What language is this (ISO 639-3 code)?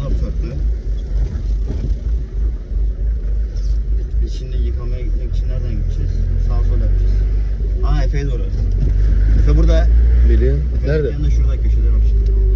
tur